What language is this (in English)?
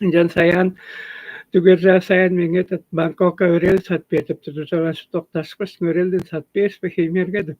Tuvinian